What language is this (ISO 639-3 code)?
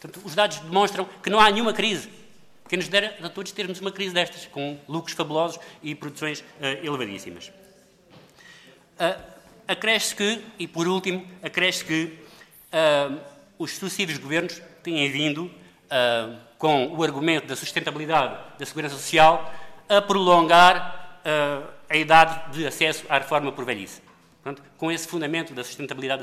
por